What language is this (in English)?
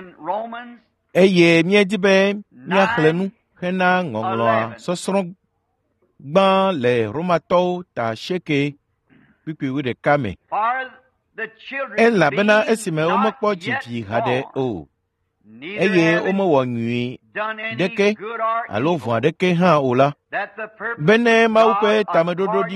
Ewe